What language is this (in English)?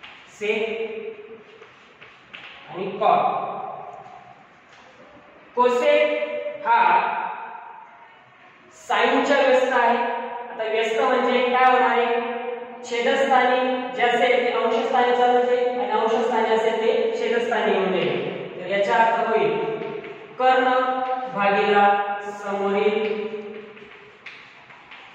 Marathi